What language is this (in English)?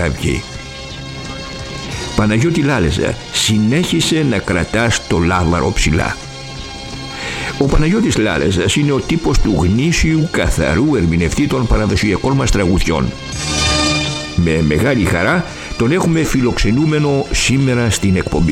Greek